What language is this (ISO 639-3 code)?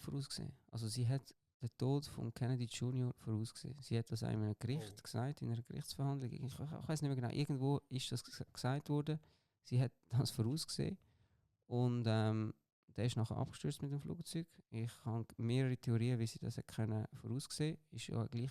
gsw